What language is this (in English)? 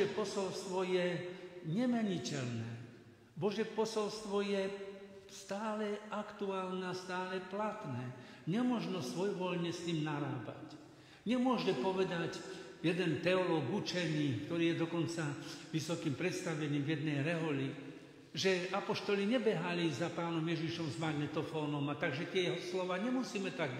Slovak